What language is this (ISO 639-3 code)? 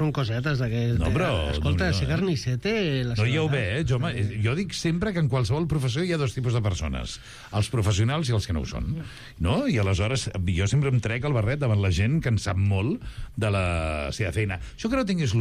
cat